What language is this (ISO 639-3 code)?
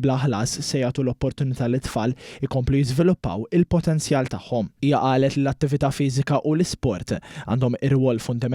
mlt